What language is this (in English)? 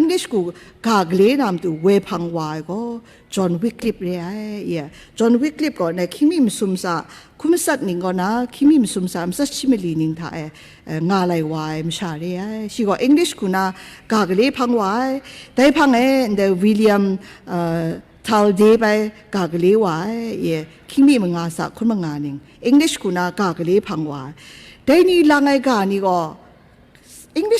Kachin